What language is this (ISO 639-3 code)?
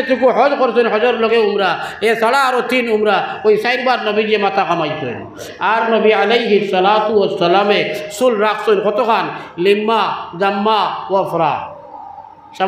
syl